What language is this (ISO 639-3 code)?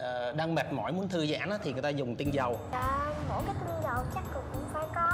vie